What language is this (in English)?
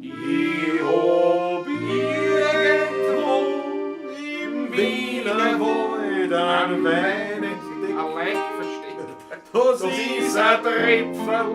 Bavarian